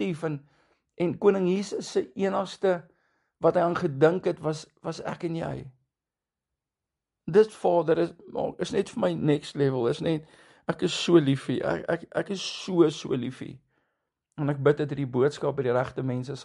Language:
Afrikaans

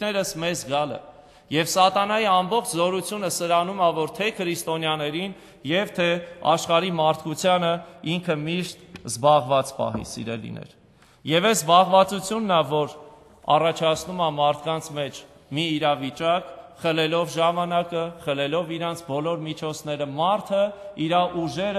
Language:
Armenian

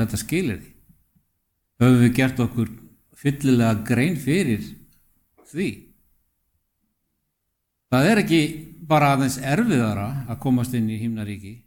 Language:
Icelandic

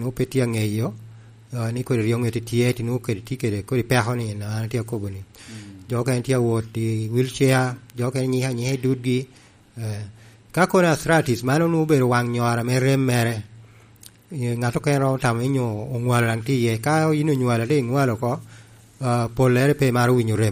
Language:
Lango (Uganda)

